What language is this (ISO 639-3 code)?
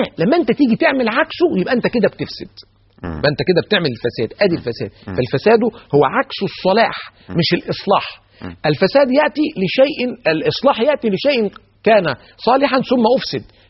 arz